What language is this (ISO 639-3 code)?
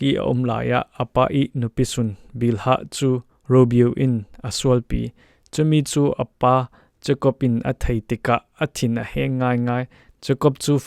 cfm